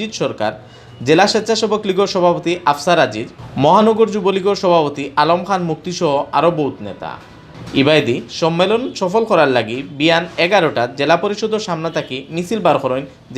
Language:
Sylheti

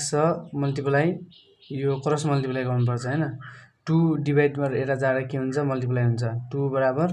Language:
Nepali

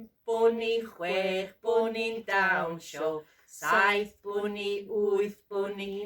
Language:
Welsh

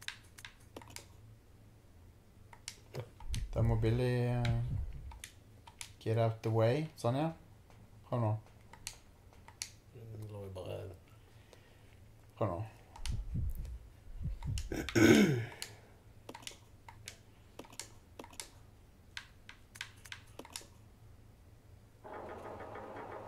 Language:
Norwegian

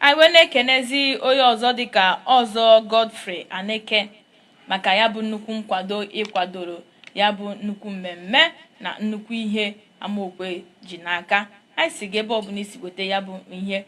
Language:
Igbo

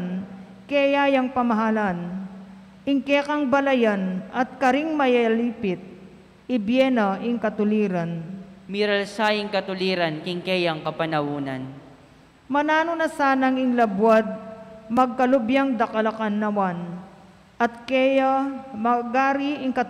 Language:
Pampanga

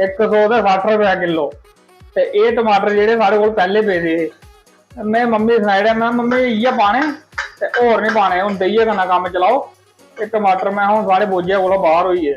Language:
Dogri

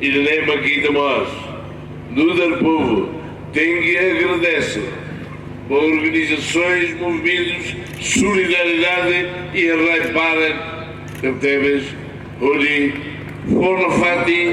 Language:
Tetum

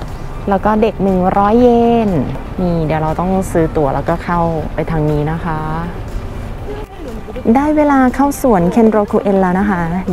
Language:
Thai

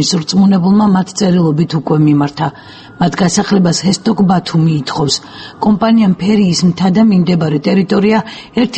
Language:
Georgian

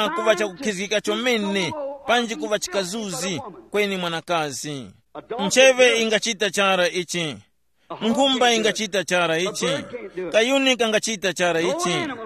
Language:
Tumbuka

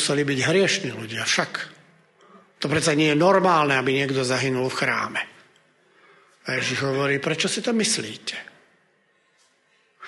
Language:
Slovak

